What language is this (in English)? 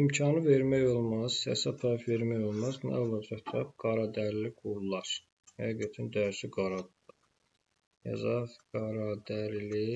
Azerbaijani